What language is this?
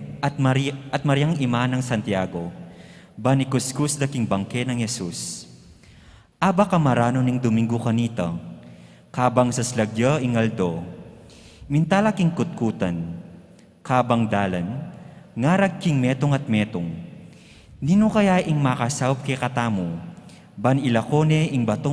Pampanga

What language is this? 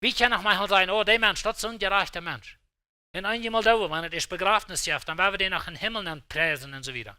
Plautdietsch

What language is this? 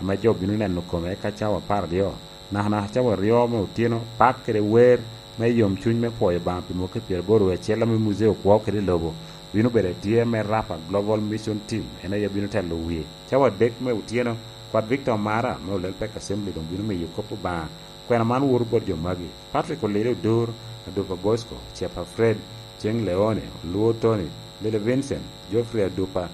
Lango (Uganda)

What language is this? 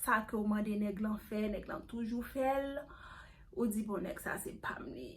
Haitian Creole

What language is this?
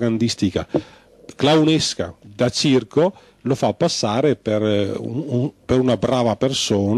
Italian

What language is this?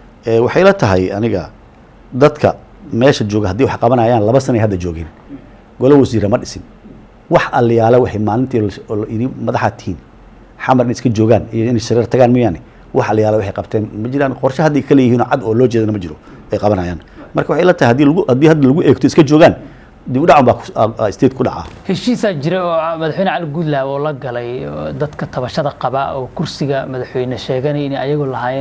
Somali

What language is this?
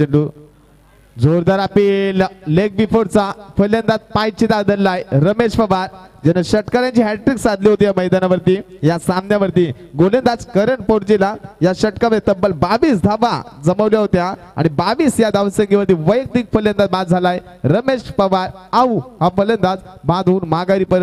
Marathi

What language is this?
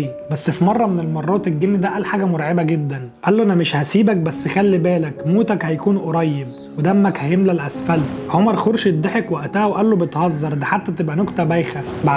Egyptian Arabic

